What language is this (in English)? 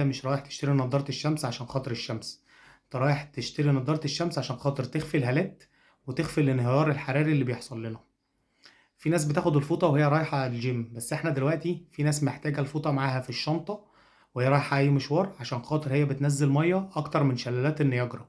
Egyptian Arabic